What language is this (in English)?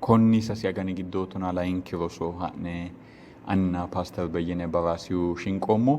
Sidamo